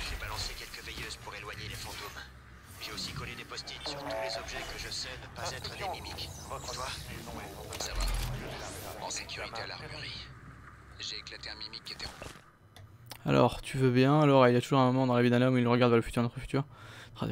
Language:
French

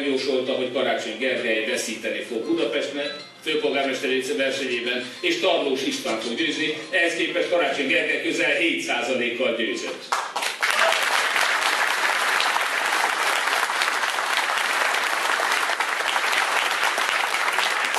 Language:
Hungarian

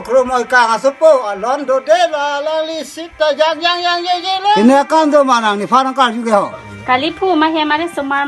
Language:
Karbi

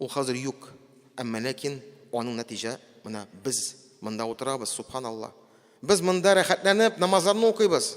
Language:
Tatar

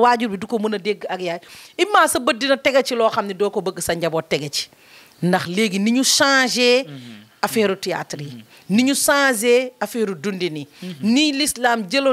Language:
Wolof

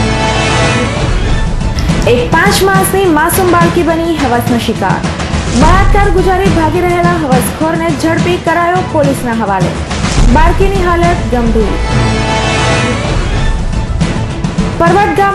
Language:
Gujarati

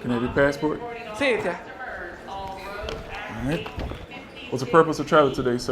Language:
Jamaican Creole English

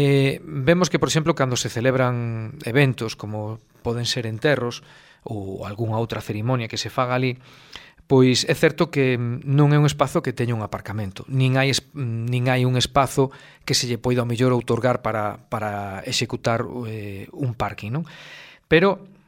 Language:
Galician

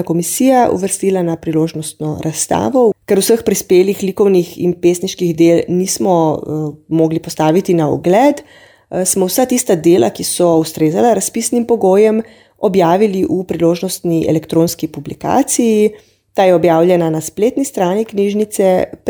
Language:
Slovenian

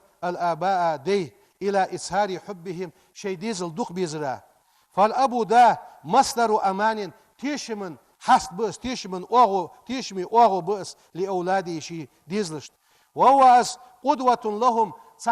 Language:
Ingush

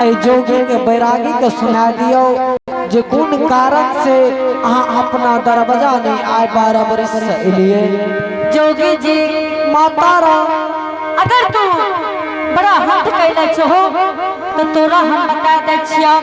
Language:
Angika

